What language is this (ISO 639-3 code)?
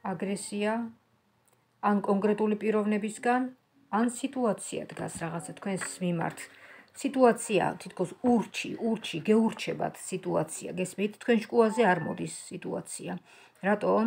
kat